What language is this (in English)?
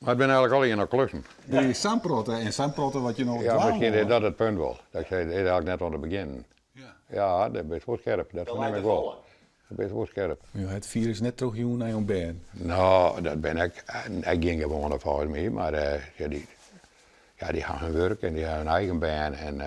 Western Frisian